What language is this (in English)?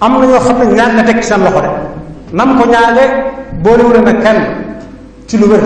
Wolof